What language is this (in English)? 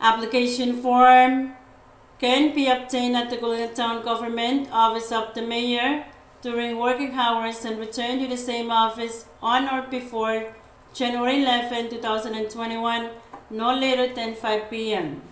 Pohnpeian